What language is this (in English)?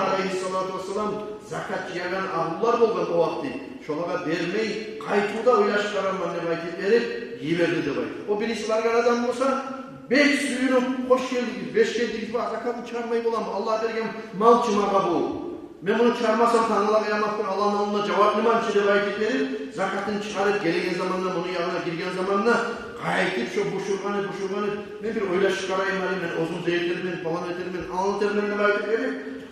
Kumyk